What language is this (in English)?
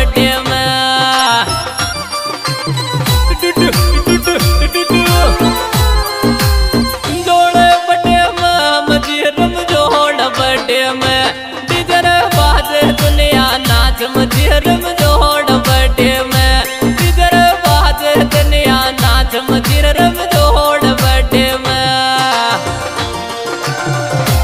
Bhojpuri